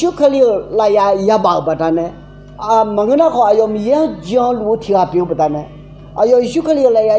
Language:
Akha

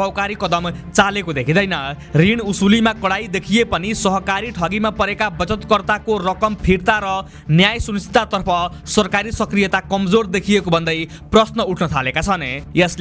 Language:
Nepali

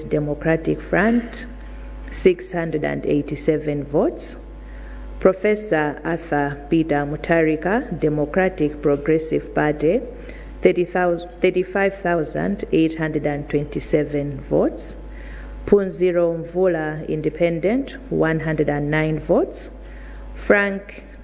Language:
Nyanja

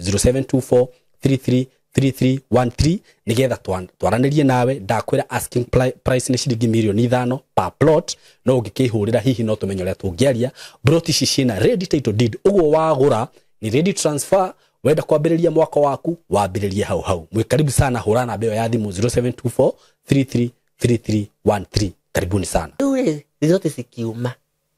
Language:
Kikuyu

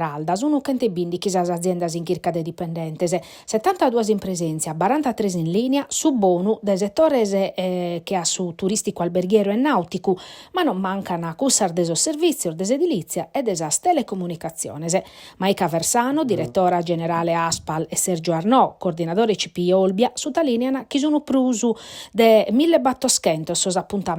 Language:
Sardinian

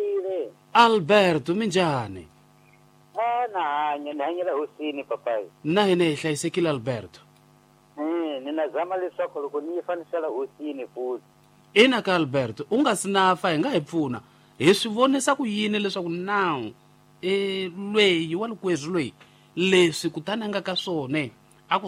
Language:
Tsonga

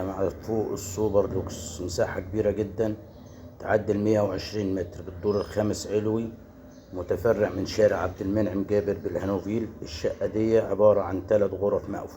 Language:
Egyptian Arabic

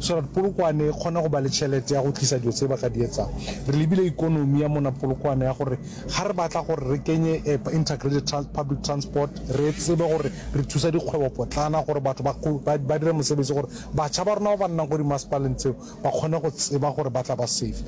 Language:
Northern Sotho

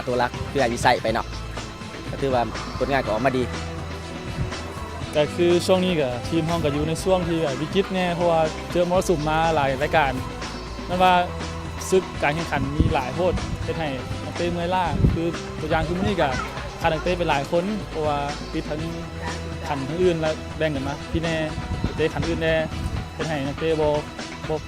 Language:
Lao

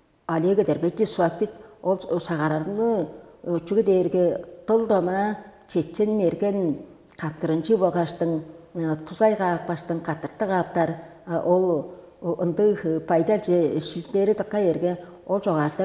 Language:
Tuvinian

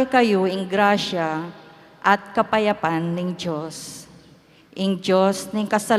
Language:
Pampanga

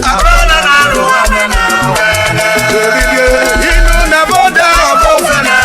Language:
Urhobo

